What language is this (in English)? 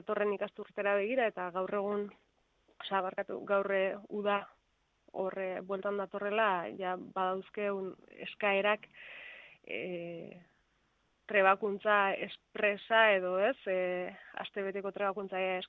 Basque